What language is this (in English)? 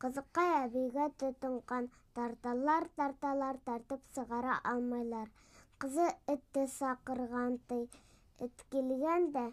Bashkir